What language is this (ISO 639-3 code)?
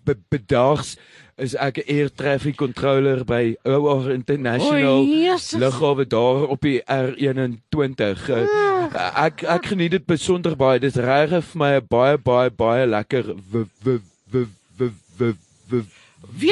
afr